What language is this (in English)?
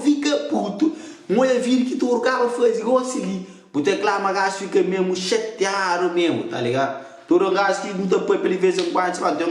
Kabuverdianu